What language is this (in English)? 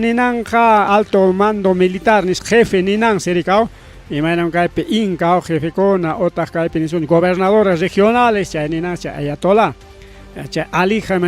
Ayacucho Quechua